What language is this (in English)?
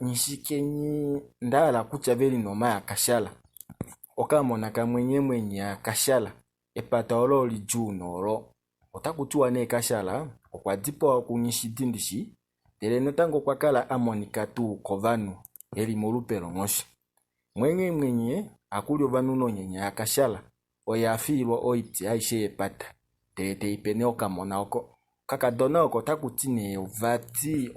Kuanyama